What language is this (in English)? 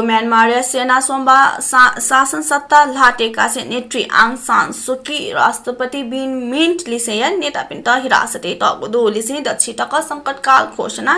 Newari